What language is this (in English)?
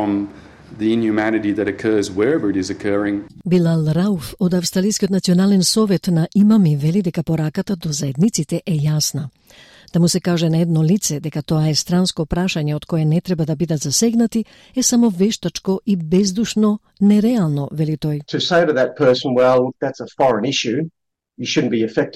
Macedonian